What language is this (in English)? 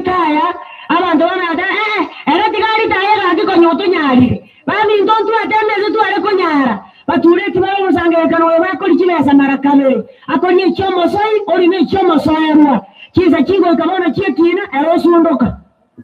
Gusii